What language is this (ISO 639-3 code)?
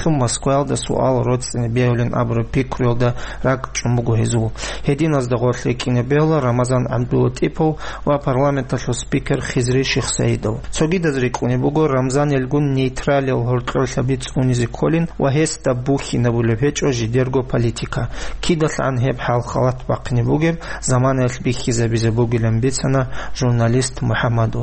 ava